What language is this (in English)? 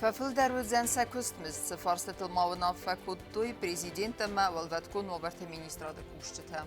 Ossetic